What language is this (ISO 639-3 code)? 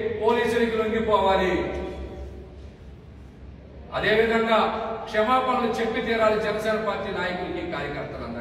tel